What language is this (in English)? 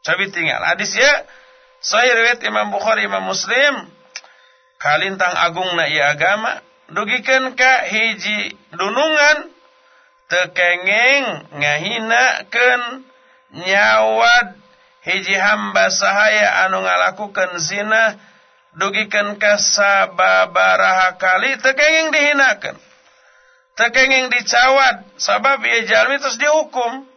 Sundanese